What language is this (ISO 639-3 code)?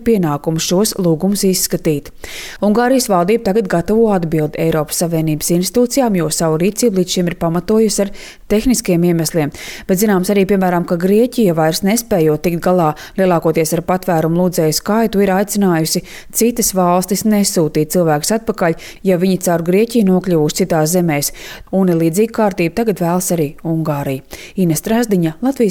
lav